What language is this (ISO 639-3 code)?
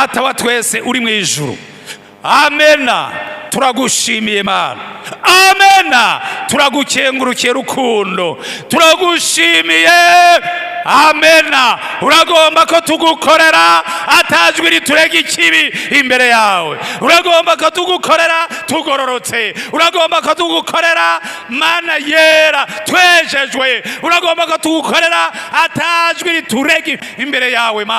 run